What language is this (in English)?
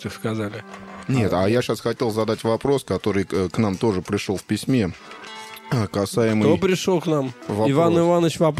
Russian